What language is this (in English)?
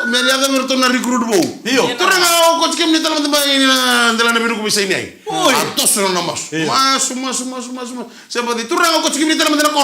Fijian